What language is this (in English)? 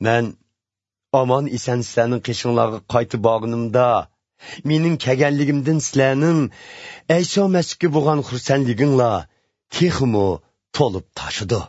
Uyghur